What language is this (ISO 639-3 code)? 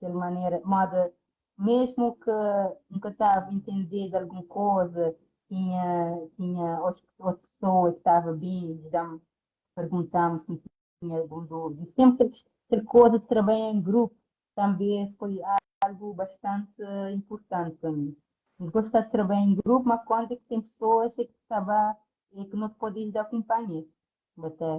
kea